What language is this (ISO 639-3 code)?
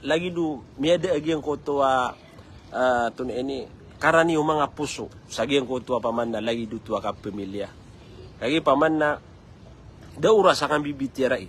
mrw